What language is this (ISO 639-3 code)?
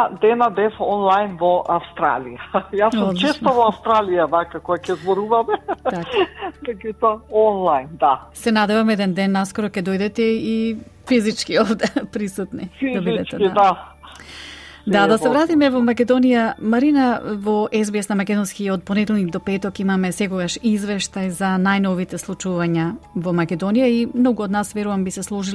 mkd